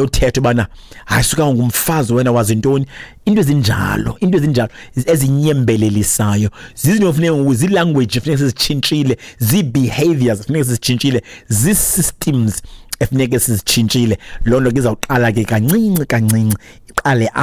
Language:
Xhosa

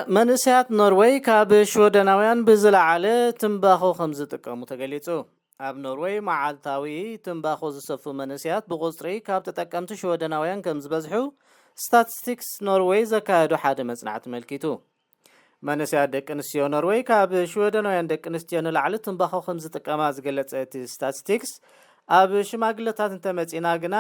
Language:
Tigrinya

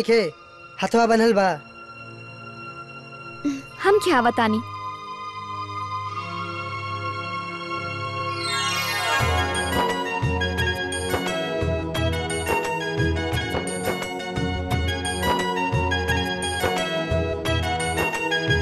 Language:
Bhojpuri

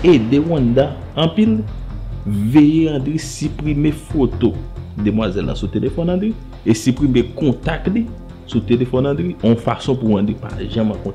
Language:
Haitian Creole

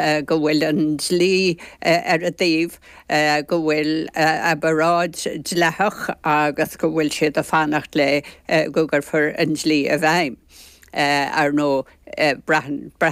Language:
Irish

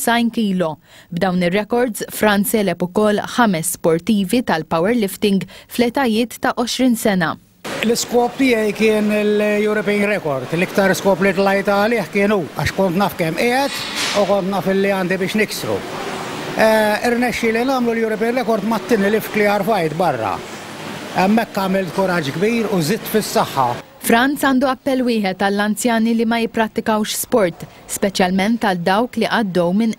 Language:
Maltese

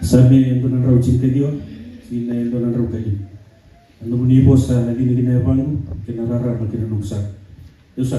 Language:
Fijian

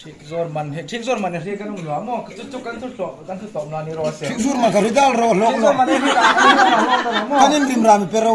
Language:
Hmar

